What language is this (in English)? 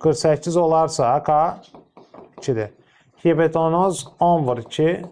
Azerbaijani